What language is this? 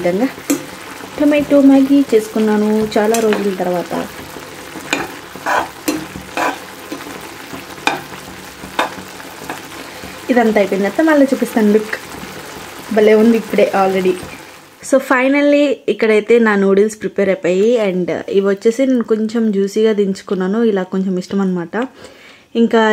Telugu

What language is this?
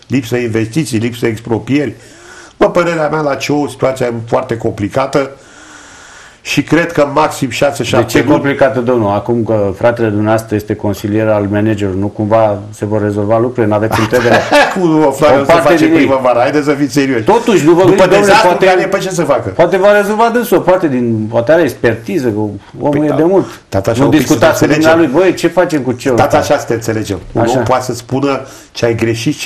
Romanian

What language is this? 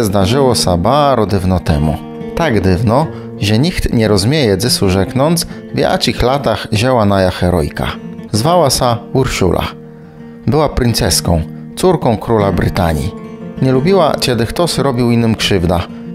Kashubian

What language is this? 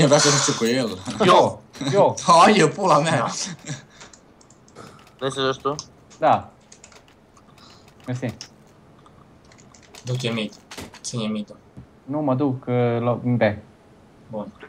Romanian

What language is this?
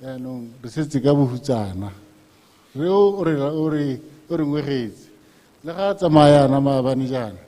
Tswana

